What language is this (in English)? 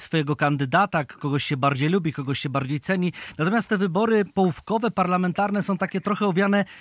Polish